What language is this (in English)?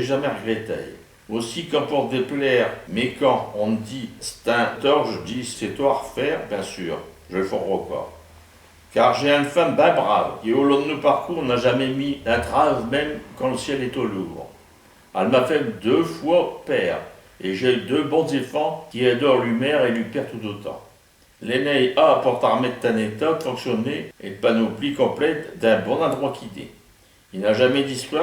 Picard